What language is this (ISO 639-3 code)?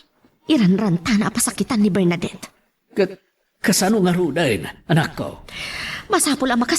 ilo